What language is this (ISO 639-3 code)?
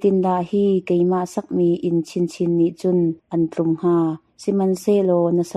cnh